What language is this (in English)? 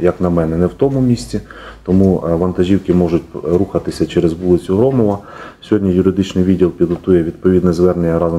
Ukrainian